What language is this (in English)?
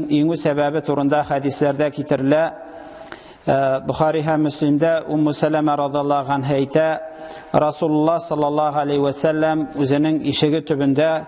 Tatar